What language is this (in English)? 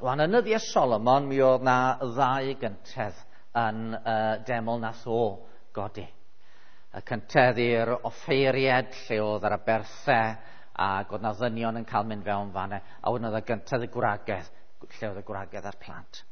Welsh